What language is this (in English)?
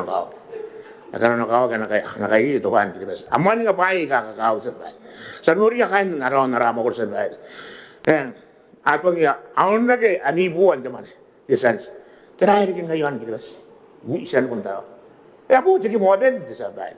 Gilbertese